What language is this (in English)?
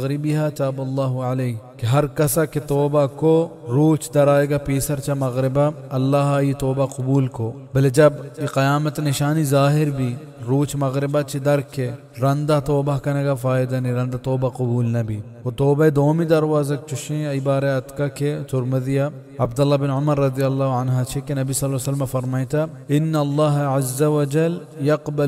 Baluchi